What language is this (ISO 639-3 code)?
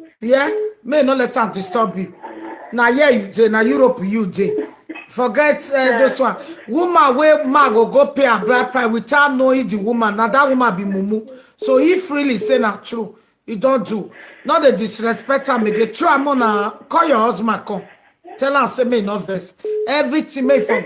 pcm